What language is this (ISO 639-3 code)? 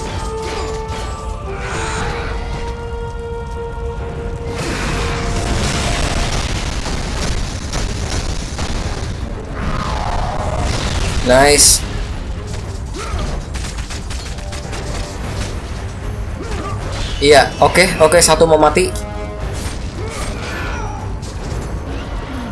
ind